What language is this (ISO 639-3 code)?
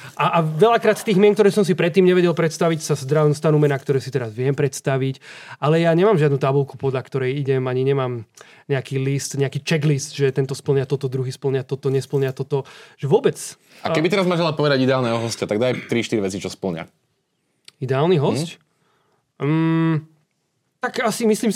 slk